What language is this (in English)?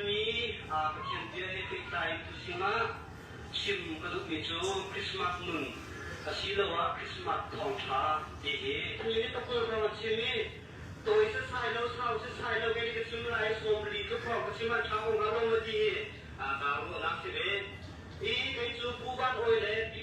Hakha Chin